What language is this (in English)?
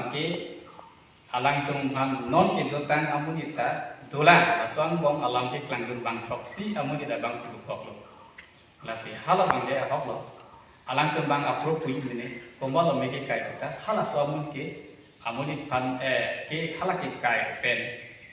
Karbi